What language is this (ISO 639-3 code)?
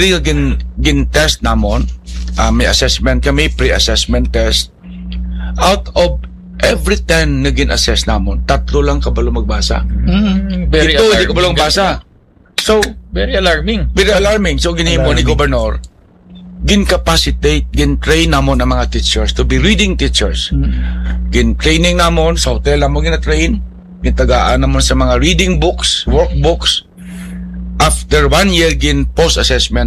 hil